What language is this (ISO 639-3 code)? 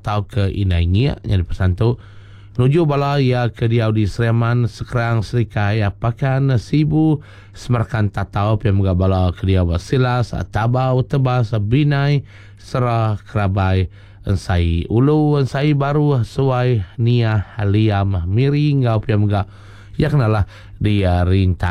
iba